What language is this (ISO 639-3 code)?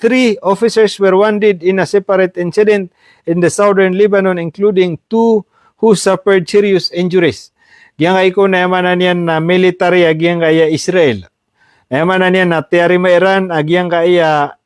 mrw